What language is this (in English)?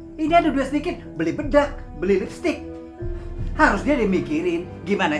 Betawi